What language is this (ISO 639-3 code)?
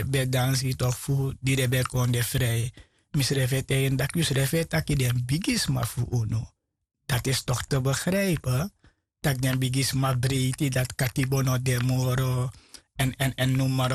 srn